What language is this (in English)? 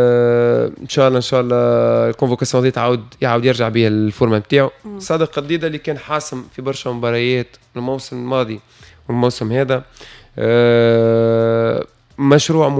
Tunisian Arabic